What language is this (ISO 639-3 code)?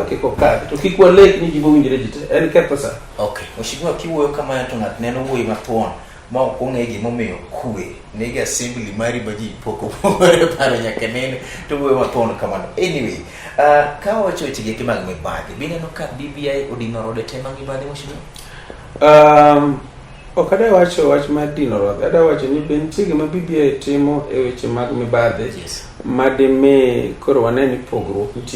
luo